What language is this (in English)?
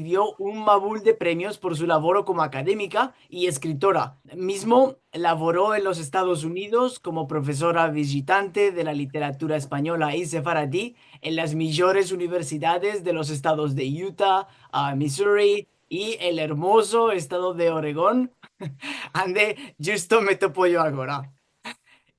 Ladino